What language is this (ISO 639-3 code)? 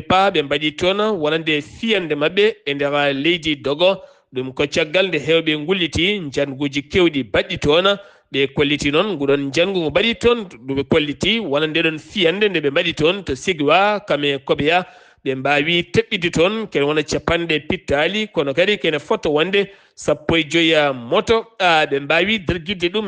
ful